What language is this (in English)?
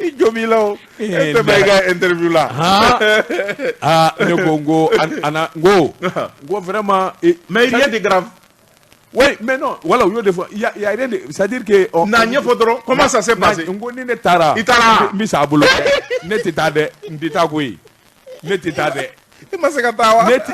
Bambara